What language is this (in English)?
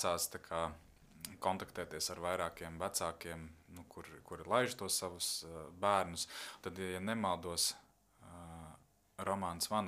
Latvian